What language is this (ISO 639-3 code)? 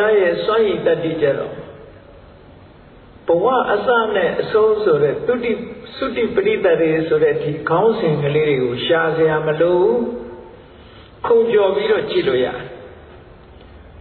mya